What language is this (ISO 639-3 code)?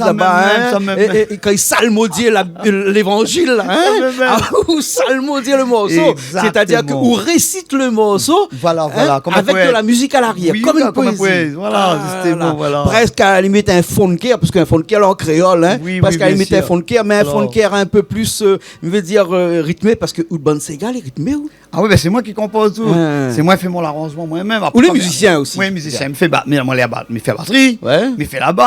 rcf